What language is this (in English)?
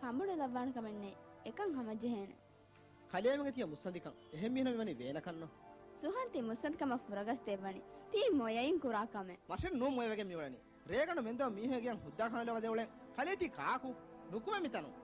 Divehi